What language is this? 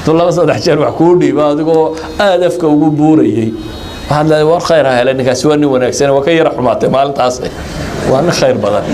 Somali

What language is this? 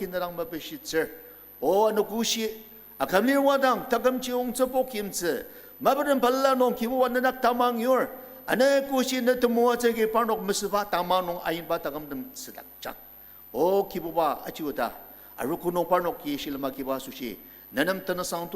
Ao Naga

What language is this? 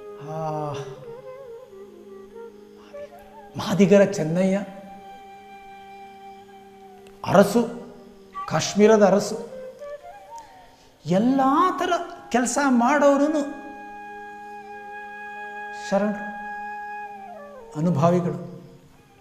Kannada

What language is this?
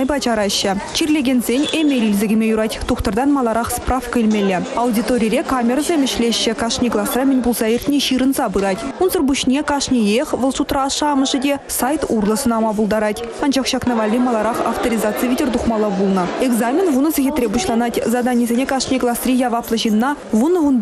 Chuvash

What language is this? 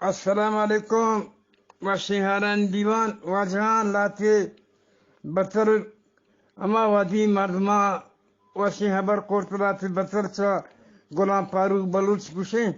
Eastern Balochi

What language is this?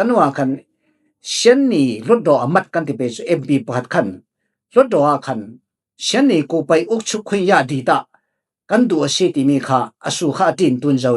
Falam Chin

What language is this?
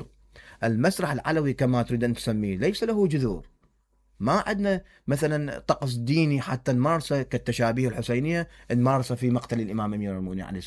Mesopotamian Arabic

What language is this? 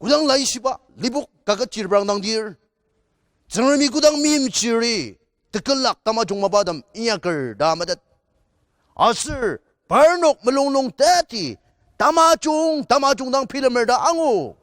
Ao Naga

